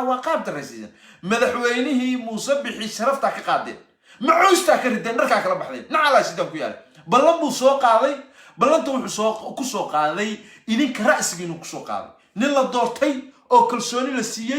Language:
Somali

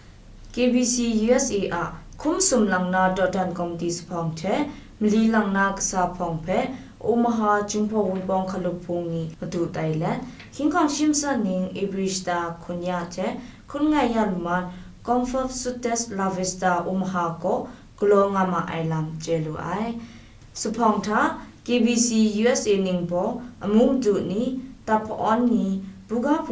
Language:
Kachin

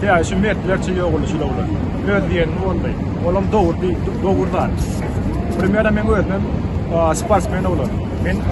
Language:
Turkmen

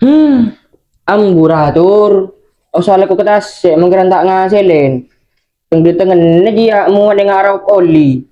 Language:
Madurese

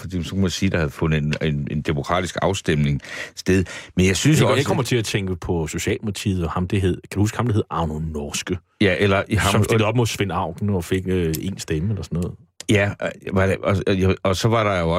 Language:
Danish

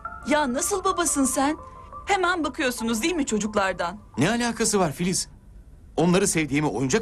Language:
Turkish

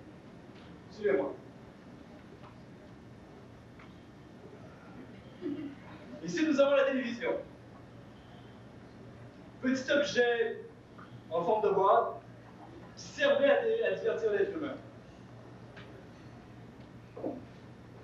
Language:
French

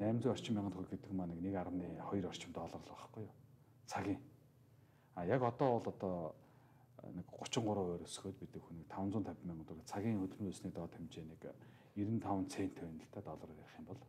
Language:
Mongolian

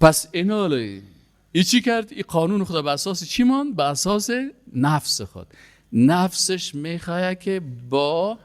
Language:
Persian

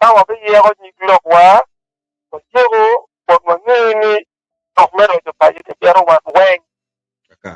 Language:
Acoli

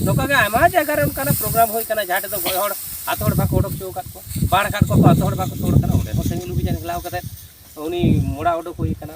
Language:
Santali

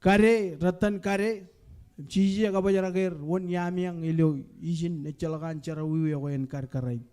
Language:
Marshallese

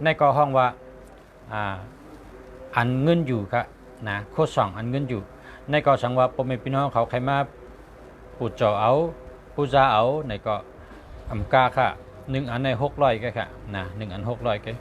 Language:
Shan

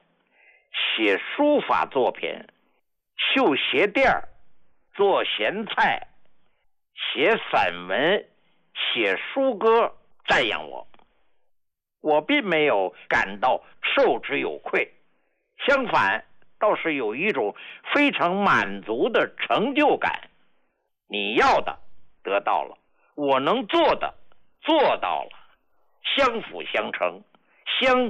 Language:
Chinese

